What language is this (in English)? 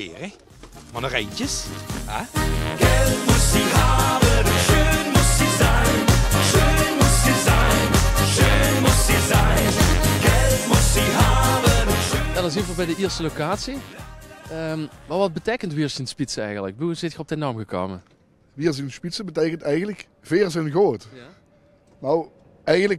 Limburgish